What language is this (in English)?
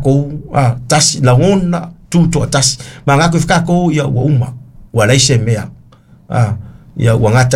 Samoan